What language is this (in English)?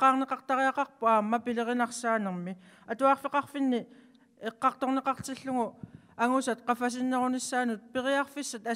Kalaallisut